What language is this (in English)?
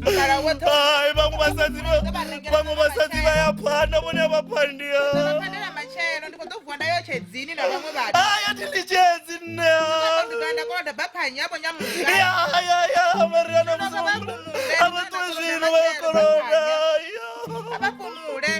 Venda